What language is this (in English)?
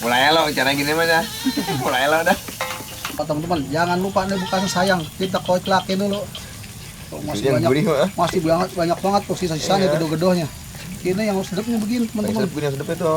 Betawi